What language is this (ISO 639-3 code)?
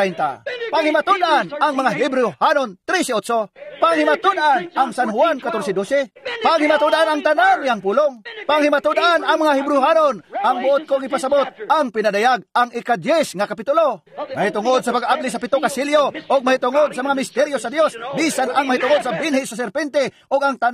ceb